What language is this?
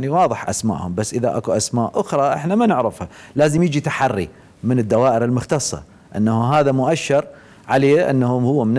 Mesopotamian Arabic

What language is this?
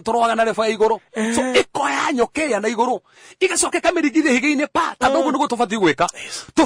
Kikuyu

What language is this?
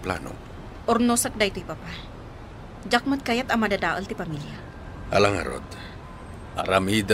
Iloko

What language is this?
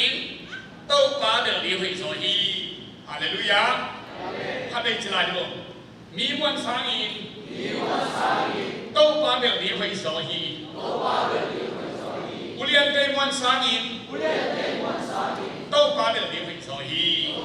Tedim Chin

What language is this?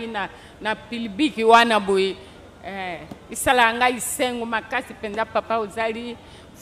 Lingala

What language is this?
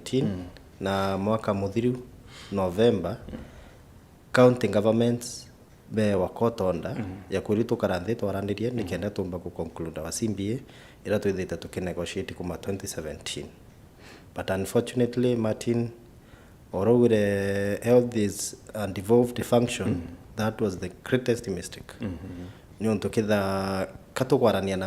Meru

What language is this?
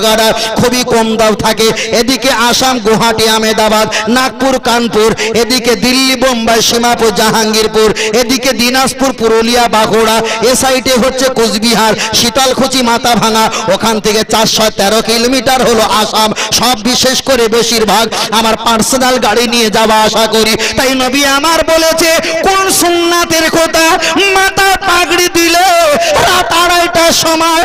Bangla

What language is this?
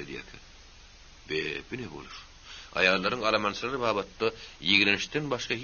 Turkmen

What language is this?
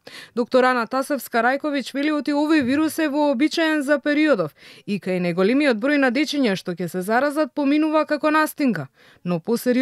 Macedonian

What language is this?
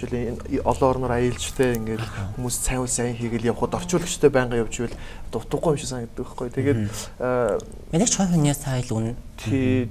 Mongolian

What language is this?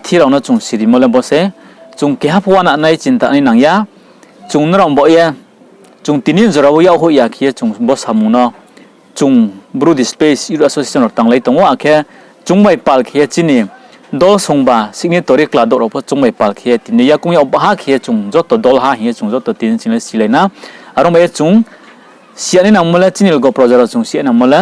Riang (India)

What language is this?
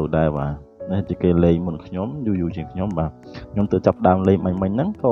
Khmer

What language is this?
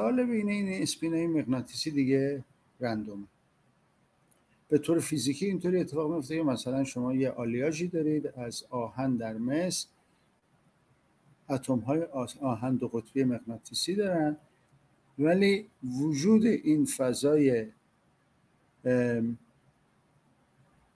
Persian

